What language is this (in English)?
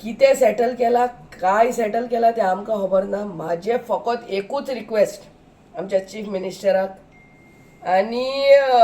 Konkani